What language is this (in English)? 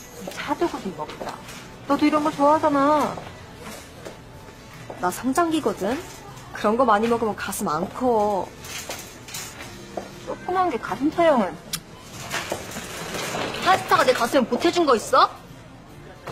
Korean